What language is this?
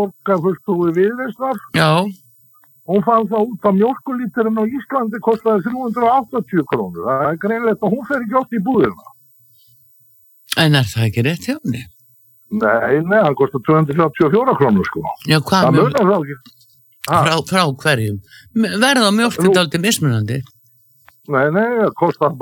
Icelandic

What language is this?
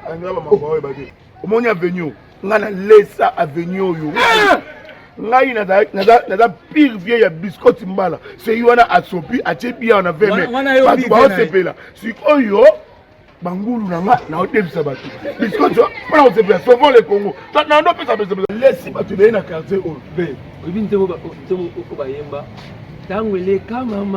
Lingala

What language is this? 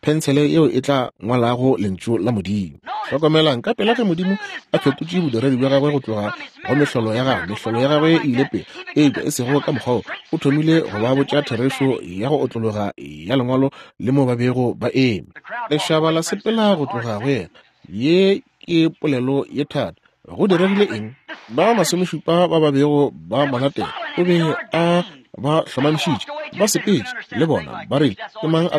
Northern Sotho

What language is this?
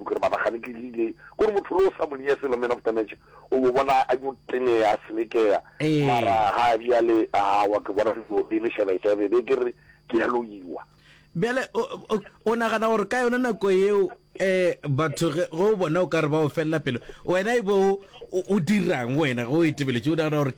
Northern Sotho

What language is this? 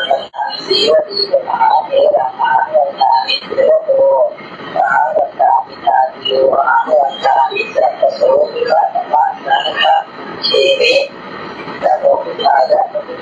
Pali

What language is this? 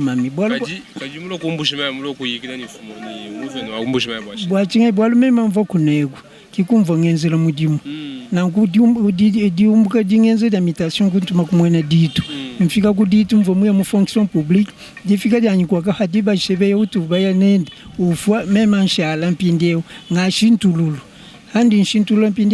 Luba-Lulua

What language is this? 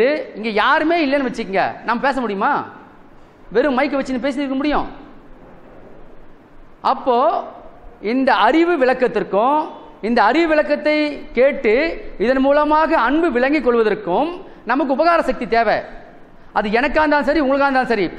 Tamil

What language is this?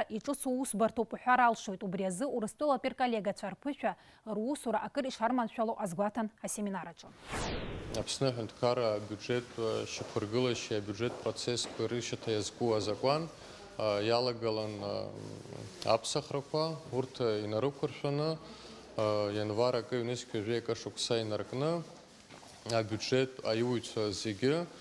Abkhazian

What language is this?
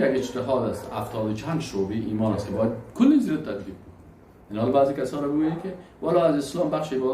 Persian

